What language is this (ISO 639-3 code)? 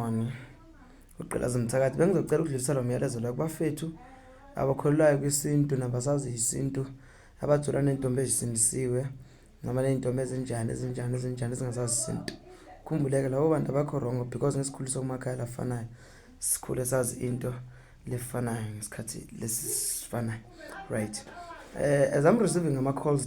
zul